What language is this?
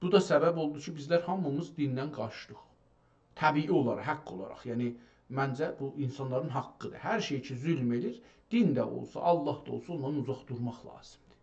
South Azerbaijani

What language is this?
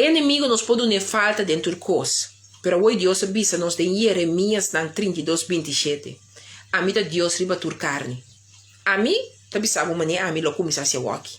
Papiamento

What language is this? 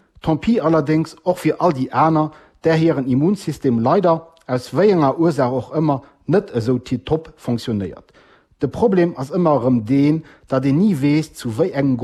Luxembourgish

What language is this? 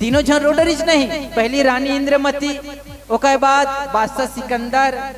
Chhattisgarhi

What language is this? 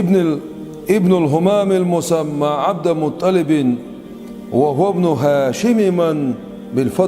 Chechen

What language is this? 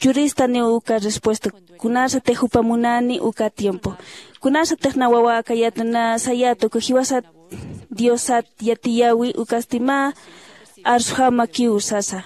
Aymara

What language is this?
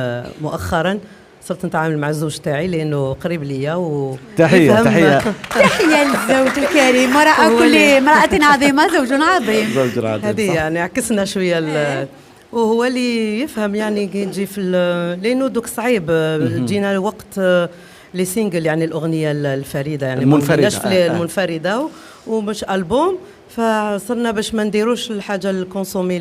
Algerian Arabic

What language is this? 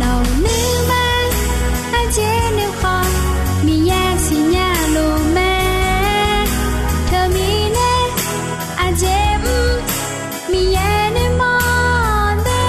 Akha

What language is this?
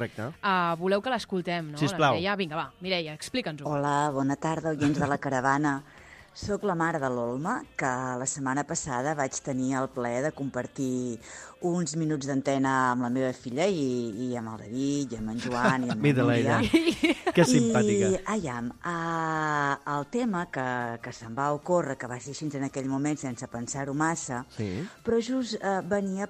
Catalan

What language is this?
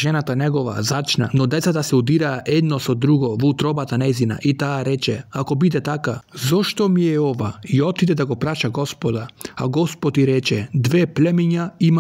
Macedonian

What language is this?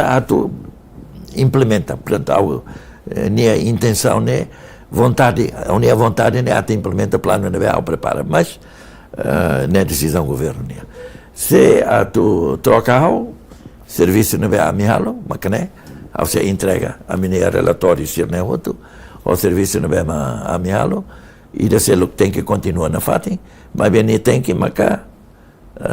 Tetum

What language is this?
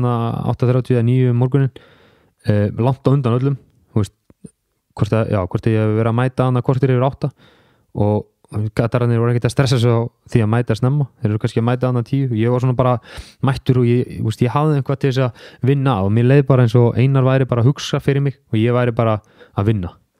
Icelandic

